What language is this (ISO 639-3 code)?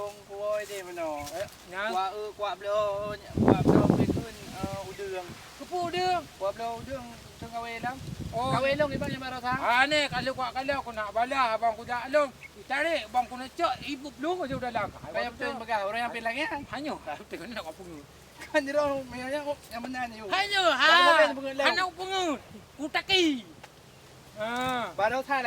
ace